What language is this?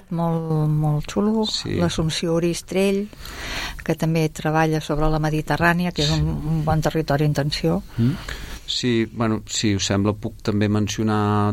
Catalan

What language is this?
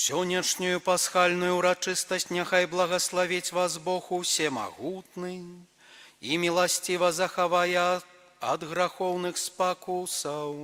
Belarusian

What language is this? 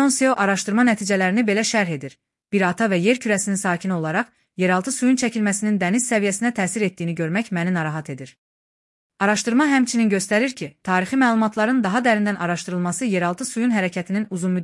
Azerbaijani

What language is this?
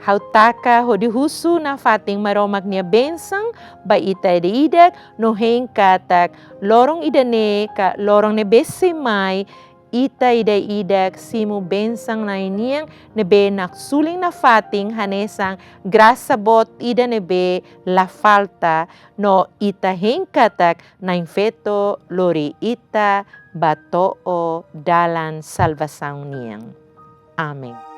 Tetum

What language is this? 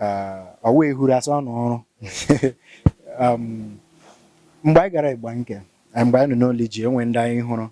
Igbo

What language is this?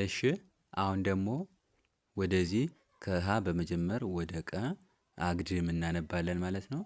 Amharic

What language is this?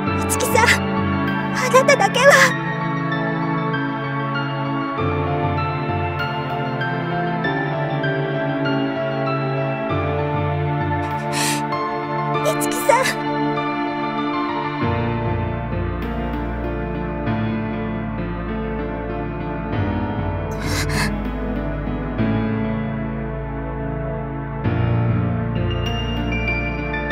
Japanese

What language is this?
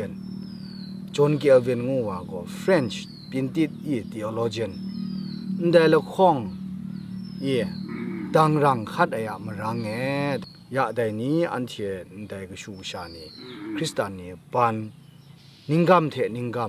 Kachin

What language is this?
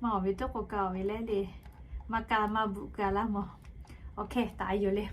Lahu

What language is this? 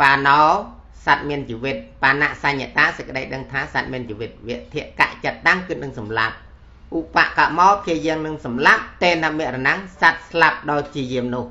Khmer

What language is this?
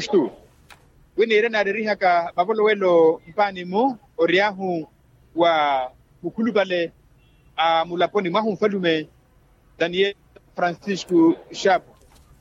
Makhuwa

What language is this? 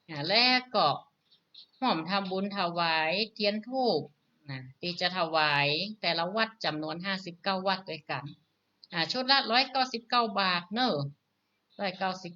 Northern Thai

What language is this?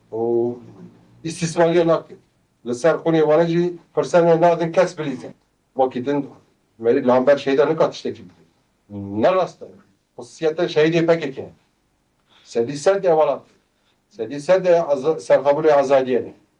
Kurdish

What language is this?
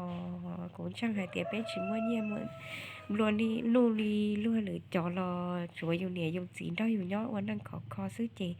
Hmong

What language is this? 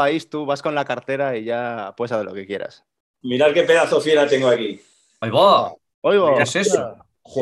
Spanish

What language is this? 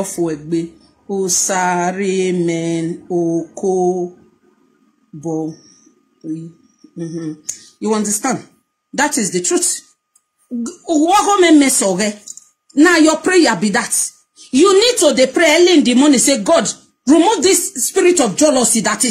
Nigerian Pidgin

